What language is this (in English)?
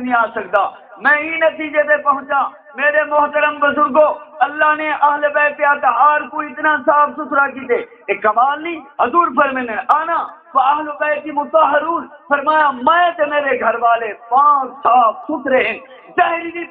Saraiki